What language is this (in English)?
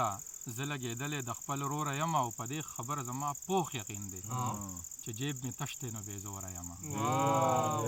Pashto